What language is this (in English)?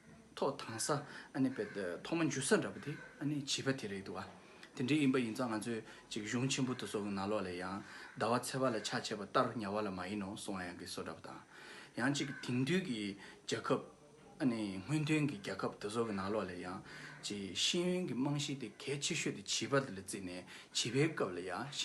Tibetan